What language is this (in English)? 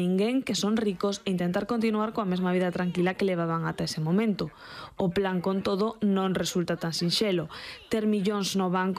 Galician